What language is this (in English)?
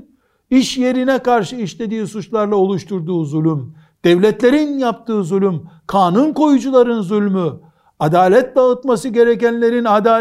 Turkish